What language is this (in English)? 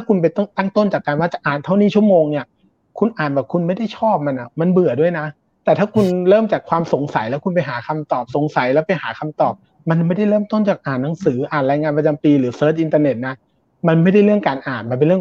Thai